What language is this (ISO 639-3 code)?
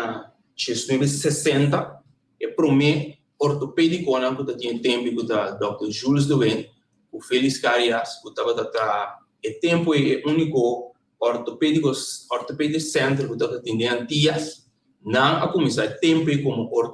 pap